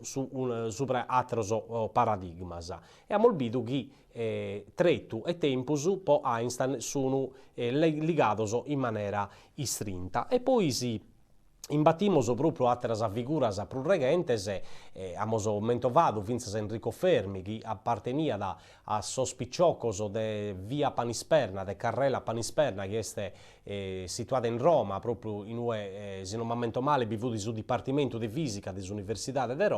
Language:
Sardinian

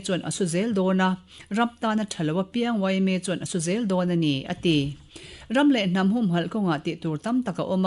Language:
Mizo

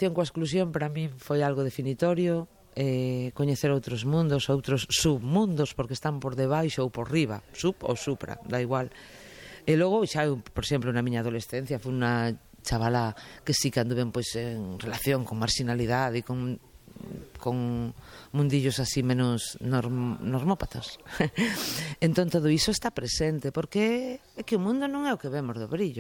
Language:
Galician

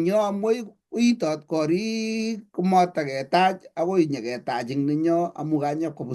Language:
Kalenjin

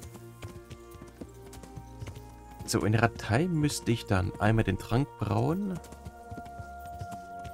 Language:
German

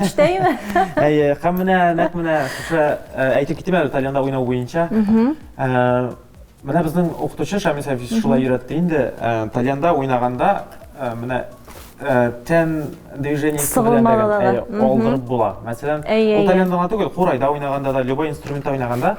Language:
Tatar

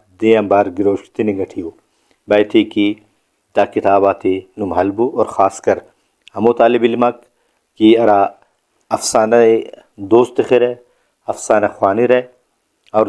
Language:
Brahui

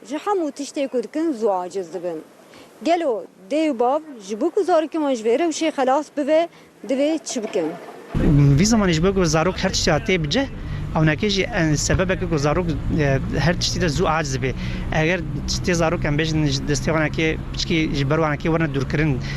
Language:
Kurdish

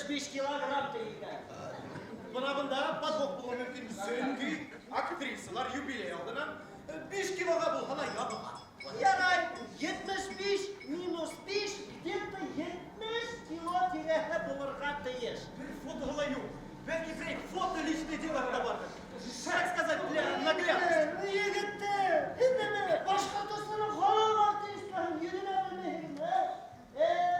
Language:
Bashkir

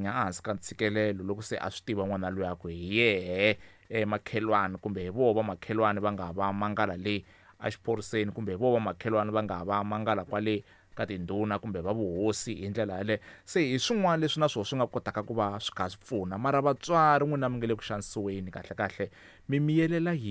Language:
Tsonga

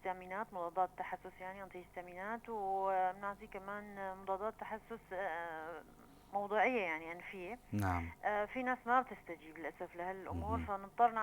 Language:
North Levantine Arabic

